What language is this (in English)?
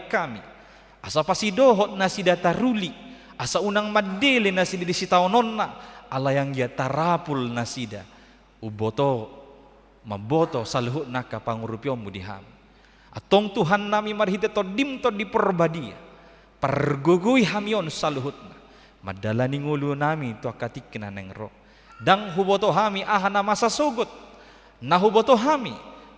Batak Toba